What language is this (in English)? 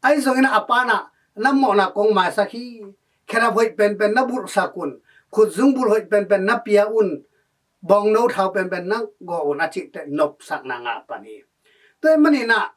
Tedim Chin